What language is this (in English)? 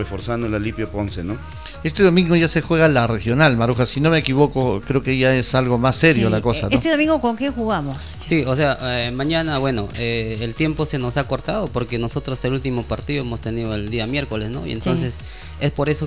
Spanish